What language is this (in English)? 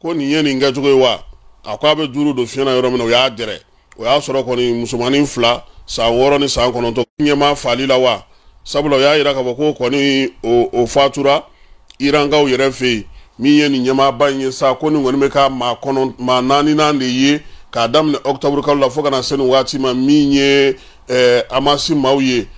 Bambara